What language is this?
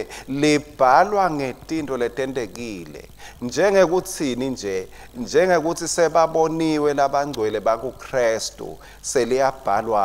Swati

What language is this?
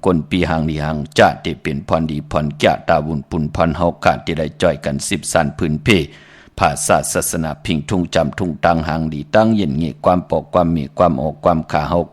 Shan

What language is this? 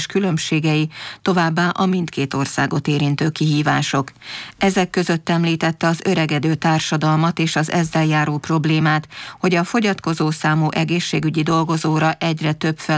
Hungarian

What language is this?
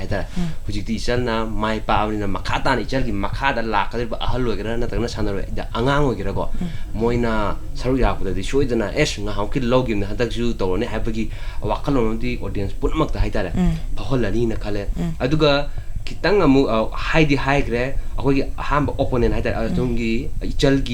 Manipuri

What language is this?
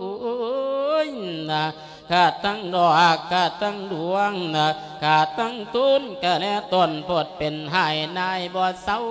Lao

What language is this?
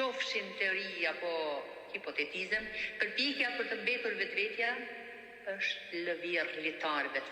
Albanian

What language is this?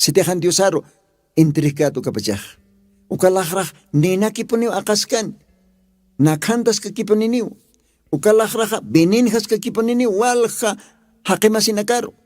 Aymara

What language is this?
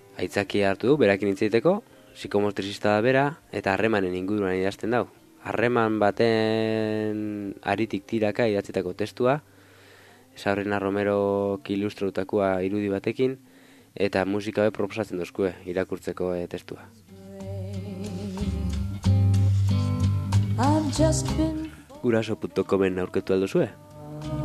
Basque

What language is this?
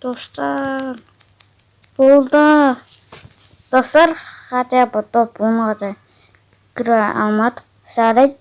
Kazakh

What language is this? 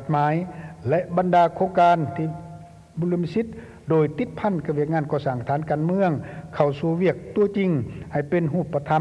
Lao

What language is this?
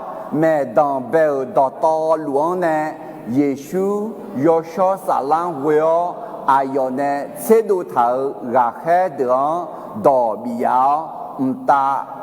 Akha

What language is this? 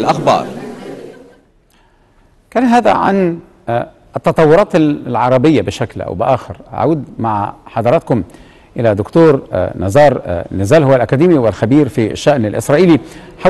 Arabic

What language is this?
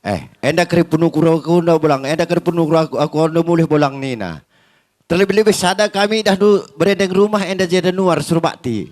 Batak Karo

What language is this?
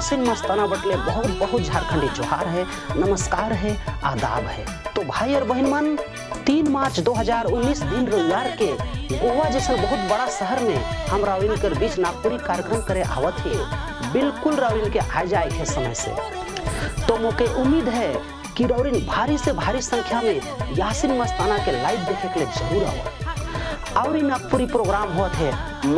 Sadri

